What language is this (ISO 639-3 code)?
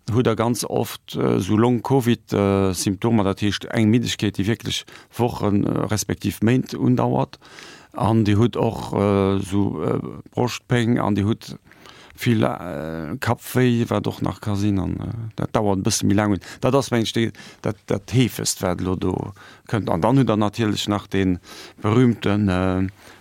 ltz